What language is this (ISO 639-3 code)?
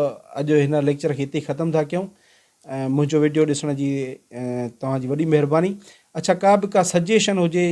snd